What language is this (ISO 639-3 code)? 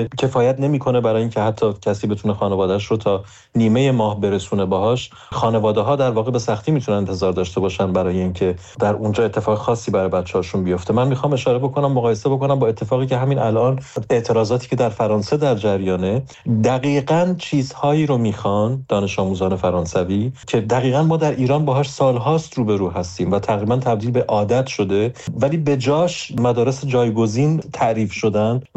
fas